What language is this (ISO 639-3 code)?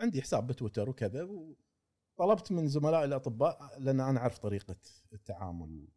afb